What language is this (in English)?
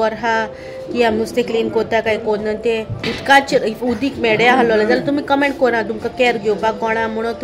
Konkani